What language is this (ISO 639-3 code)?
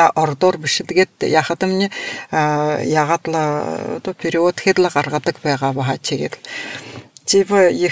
bua